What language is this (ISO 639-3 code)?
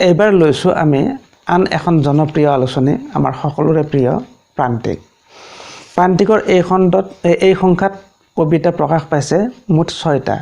asm